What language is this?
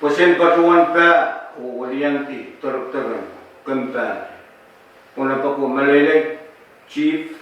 Pohnpeian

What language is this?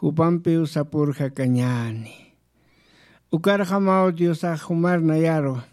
Aymara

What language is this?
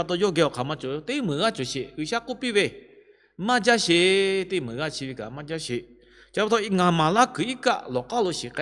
Lahu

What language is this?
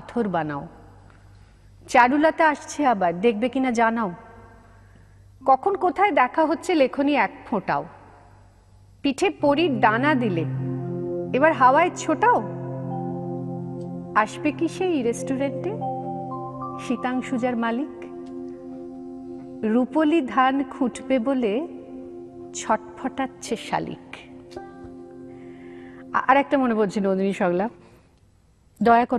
Bangla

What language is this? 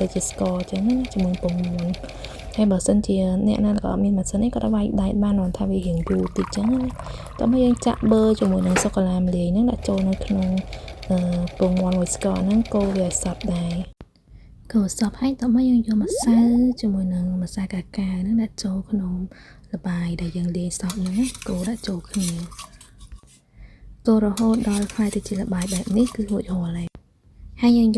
Khmer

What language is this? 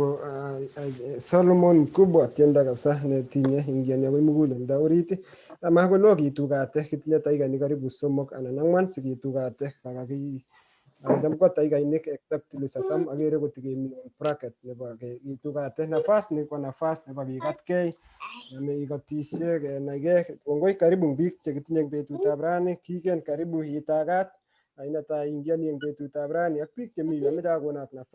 Kalenjin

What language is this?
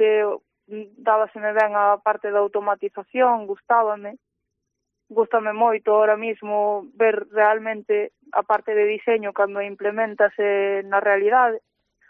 Galician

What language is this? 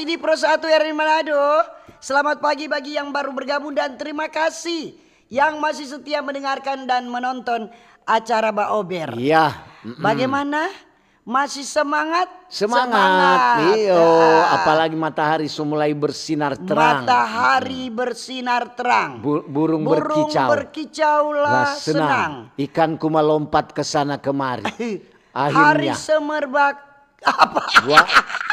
Manado Malay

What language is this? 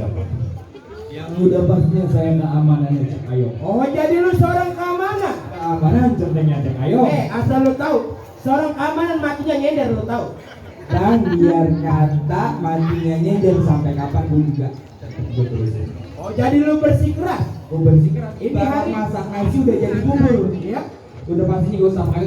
Betawi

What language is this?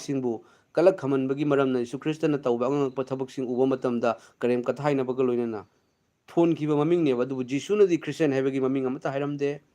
Manipuri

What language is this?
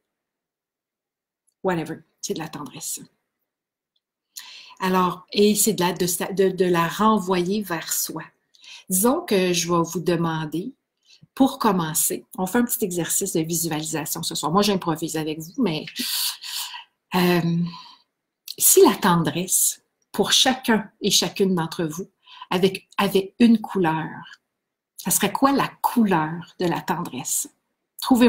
French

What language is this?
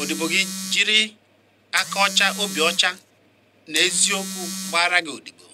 Igbo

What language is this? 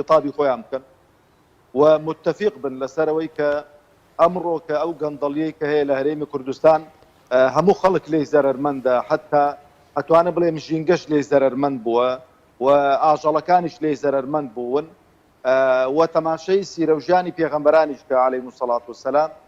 Central Kurdish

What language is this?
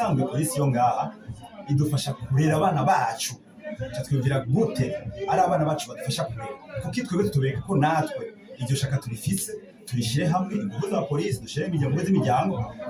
Rundi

